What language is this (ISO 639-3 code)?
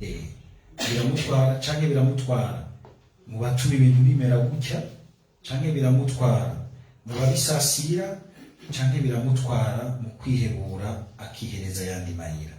run